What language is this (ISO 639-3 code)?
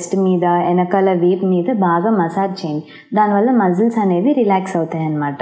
tel